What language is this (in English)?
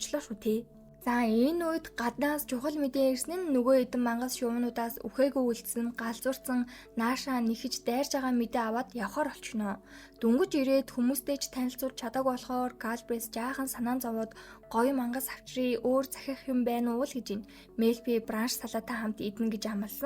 Mongolian